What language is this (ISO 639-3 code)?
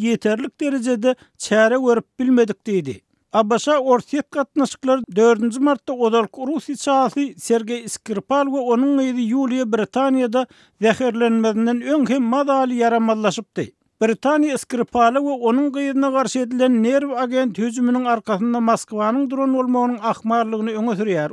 tuk